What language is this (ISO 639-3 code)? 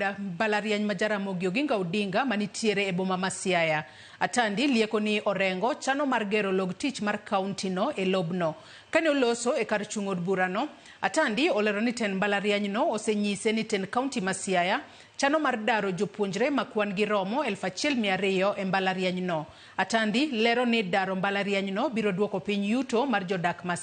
luo